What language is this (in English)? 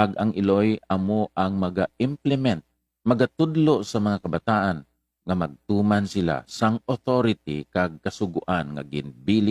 Hiligaynon